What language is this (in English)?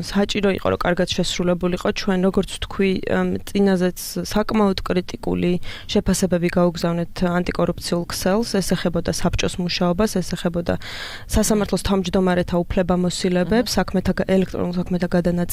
Georgian